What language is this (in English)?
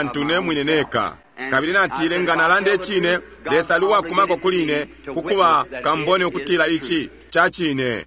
Bemba